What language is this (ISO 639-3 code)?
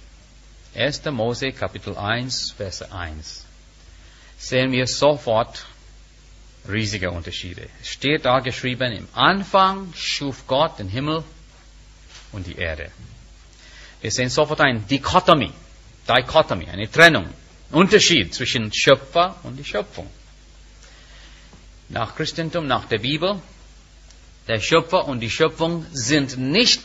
deu